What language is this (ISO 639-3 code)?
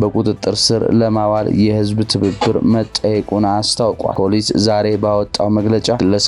amh